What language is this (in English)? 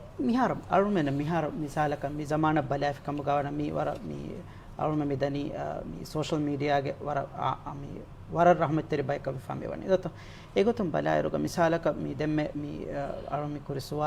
Divehi